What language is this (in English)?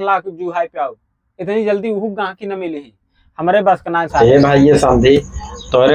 Awadhi